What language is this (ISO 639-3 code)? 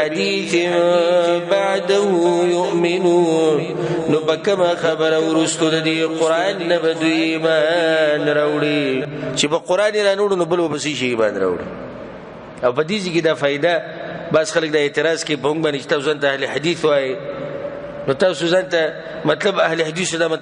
pus